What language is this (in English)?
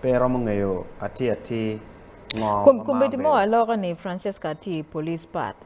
Acoli